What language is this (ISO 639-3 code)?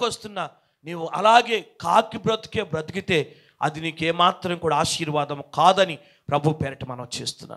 tel